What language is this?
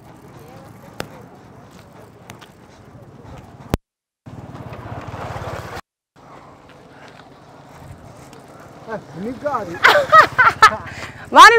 Kinyarwanda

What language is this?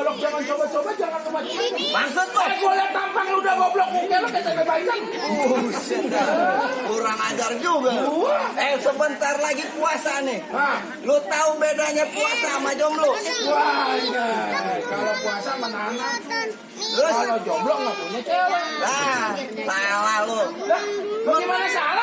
Betawi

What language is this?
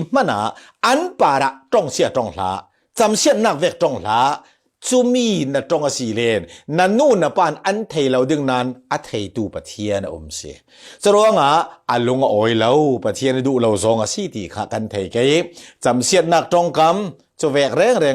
Falam Chin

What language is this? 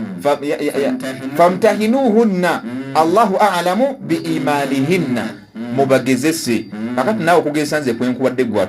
Ganda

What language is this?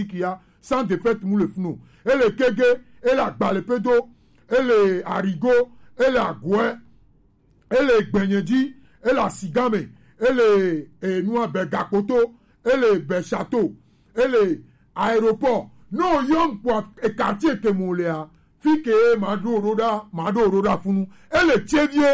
Gen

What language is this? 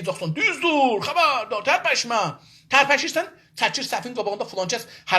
South Azerbaijani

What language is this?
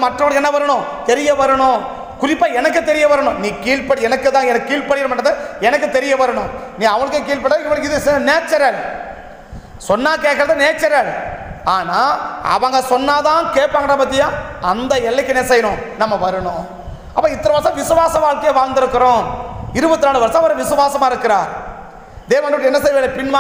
Tamil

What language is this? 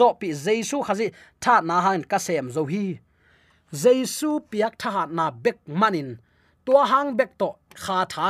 Tedim Chin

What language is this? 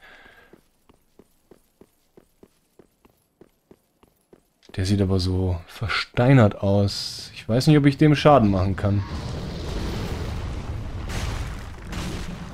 German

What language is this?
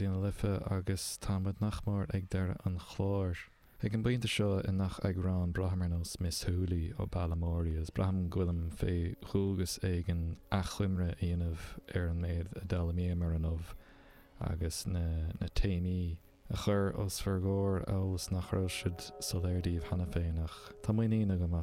Irish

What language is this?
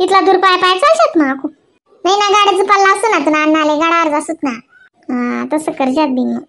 Khandesi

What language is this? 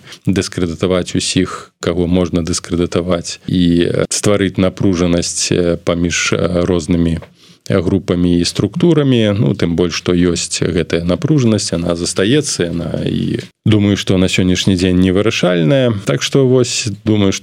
Belarusian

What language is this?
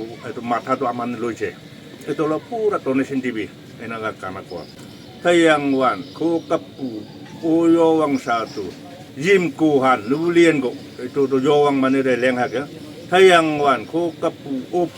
Naga Pidgin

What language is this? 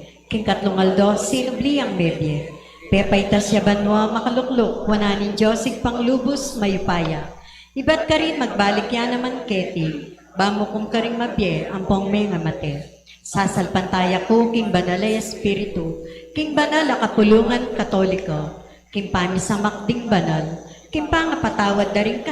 Pampanga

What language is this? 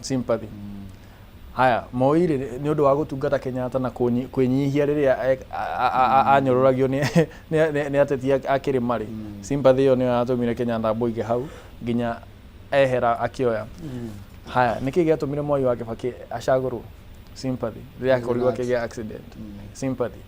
Kikuyu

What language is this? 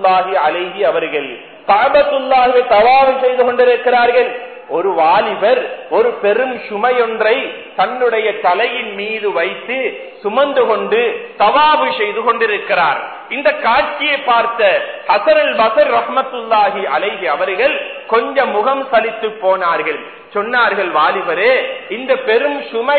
Tamil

